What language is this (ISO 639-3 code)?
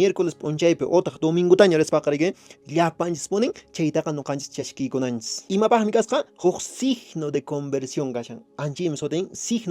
que